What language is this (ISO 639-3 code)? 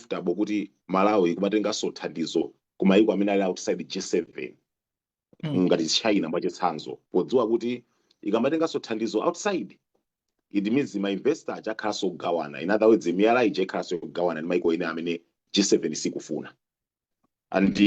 nya